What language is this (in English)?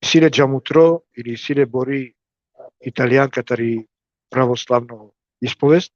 Balkan Romani